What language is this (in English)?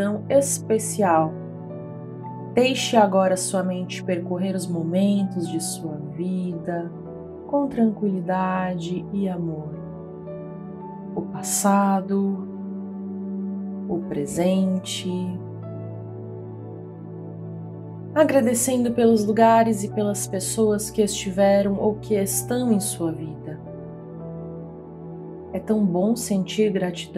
Portuguese